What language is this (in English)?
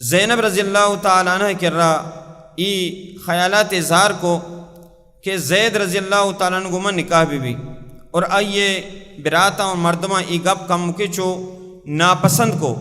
Baluchi